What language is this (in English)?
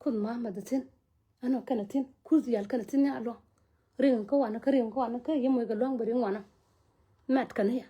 Nuer